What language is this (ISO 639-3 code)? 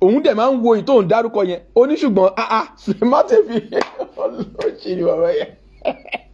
yor